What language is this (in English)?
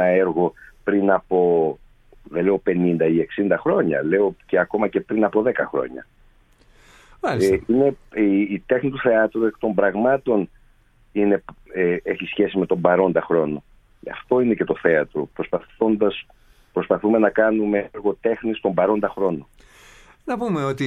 Greek